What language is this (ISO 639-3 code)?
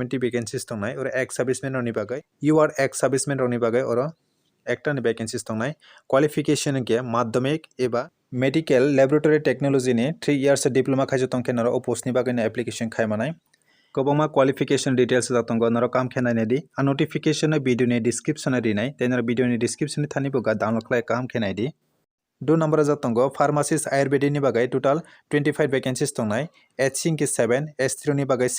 trp